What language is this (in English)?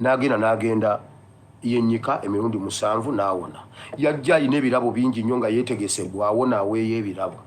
Ganda